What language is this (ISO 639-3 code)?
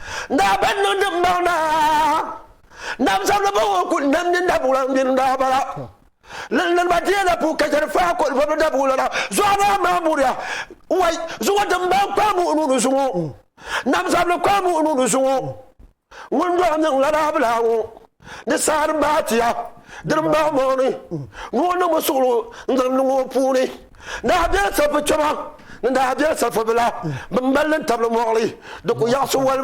dag